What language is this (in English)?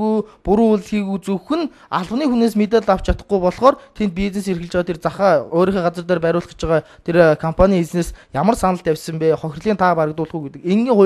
Mongolian